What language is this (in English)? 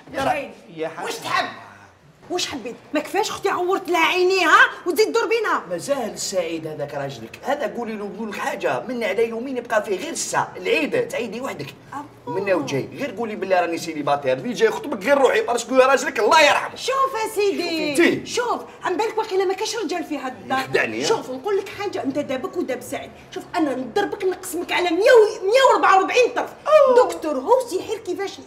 Algerian Arabic